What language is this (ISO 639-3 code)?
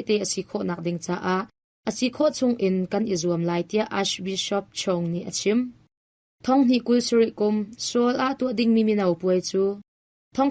cnh